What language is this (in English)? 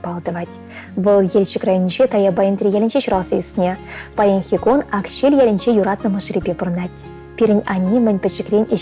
Chuvash